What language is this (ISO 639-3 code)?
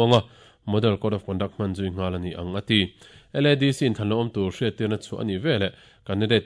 lus